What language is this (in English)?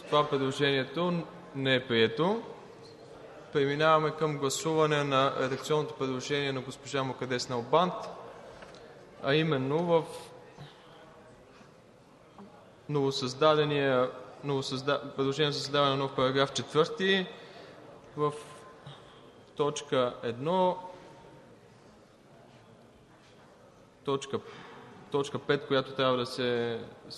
Bulgarian